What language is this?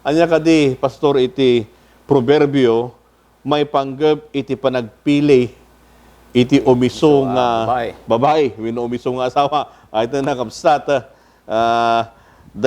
Iloko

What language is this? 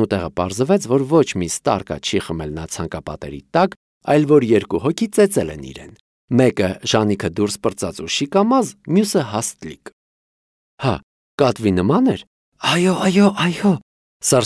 Armenian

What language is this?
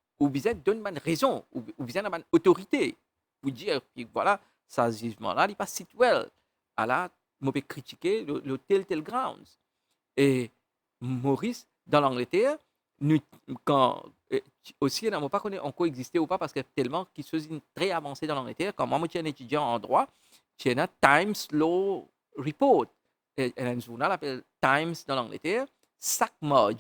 Morisyen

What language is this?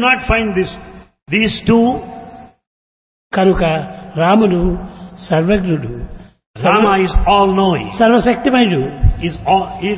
Telugu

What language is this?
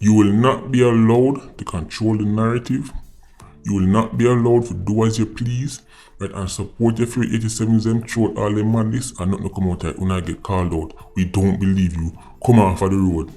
Jamaican Creole English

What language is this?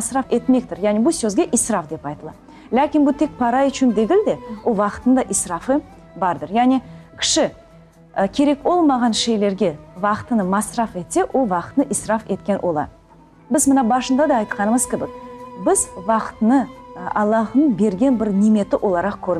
Crimean Tatar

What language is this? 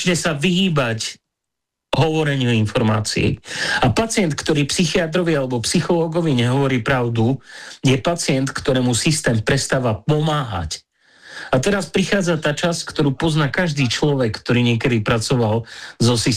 Slovak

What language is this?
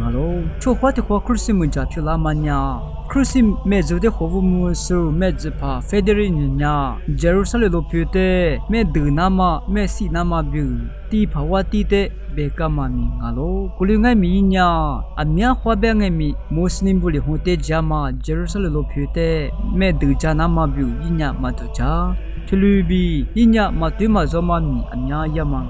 Lisu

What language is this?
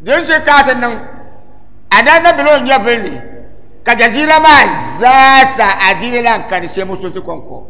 Dagbani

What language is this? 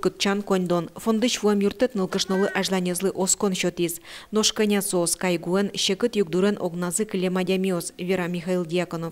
Udmurt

